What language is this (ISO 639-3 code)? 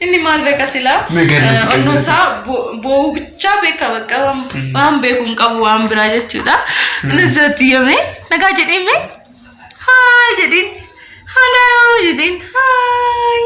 orm